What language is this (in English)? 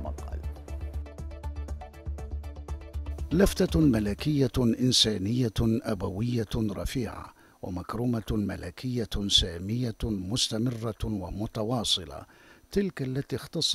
Arabic